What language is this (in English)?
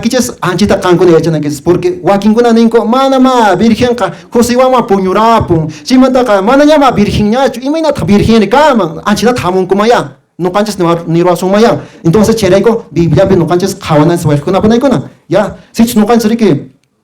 Quechua